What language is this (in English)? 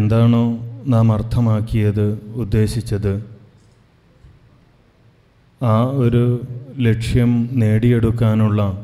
Malayalam